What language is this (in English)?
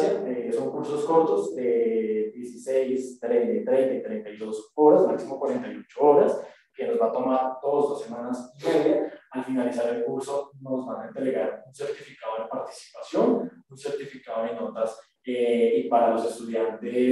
Spanish